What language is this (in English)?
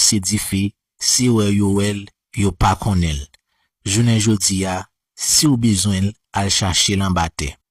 Haitian Creole